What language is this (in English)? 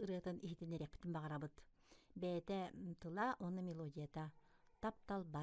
Yakut